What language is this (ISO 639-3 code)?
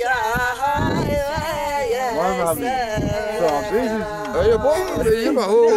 kur